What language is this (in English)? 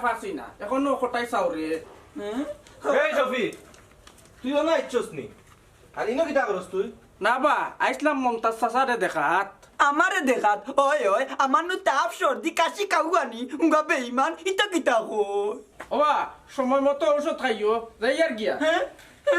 Sylheti